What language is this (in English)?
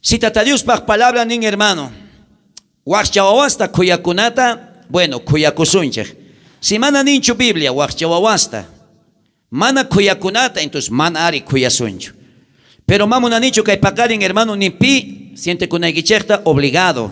South Bolivian Quechua